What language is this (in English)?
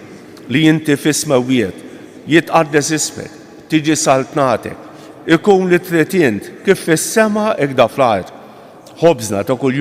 Maltese